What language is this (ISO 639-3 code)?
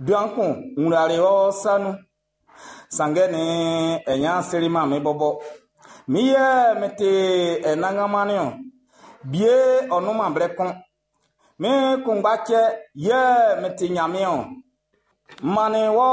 bci